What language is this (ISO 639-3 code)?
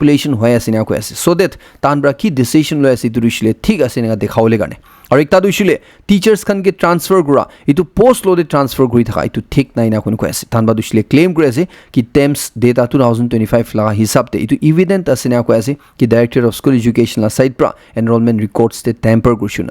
nag